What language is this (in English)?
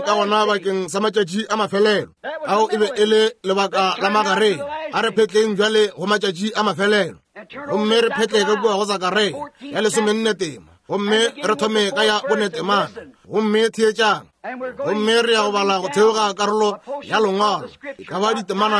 Northern Sotho